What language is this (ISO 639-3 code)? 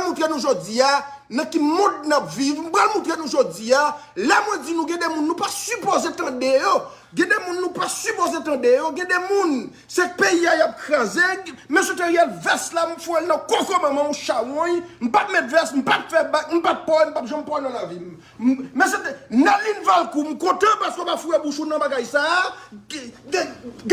hat